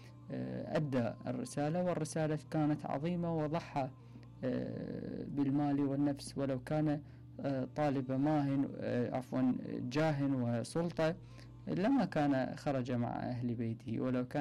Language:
Mesopotamian Arabic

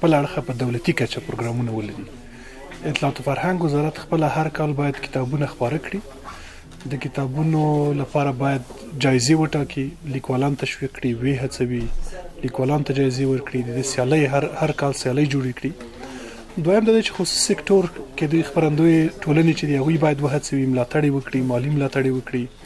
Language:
Pashto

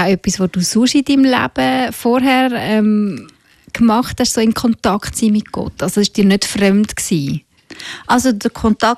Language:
German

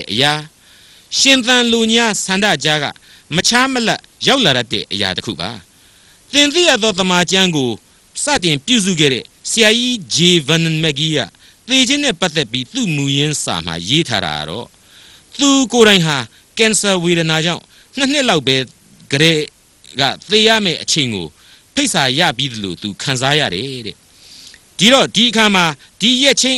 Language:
Burmese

